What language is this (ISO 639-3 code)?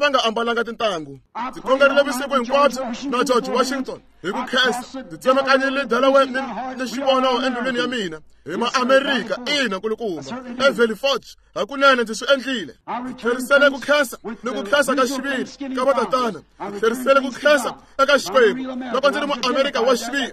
tso